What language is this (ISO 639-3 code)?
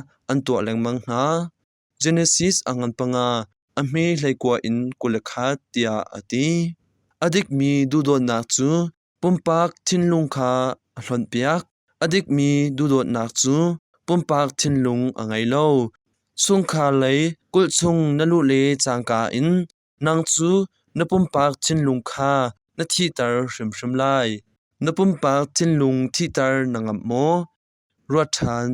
cnh